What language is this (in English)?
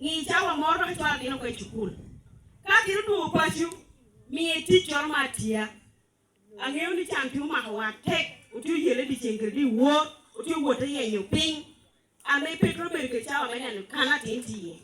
Lango (Uganda)